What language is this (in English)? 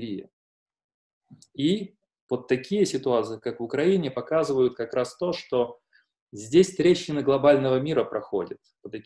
Russian